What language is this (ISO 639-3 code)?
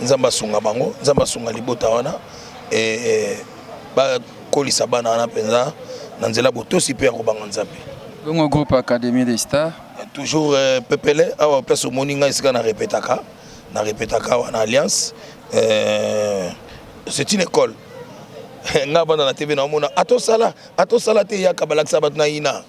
lin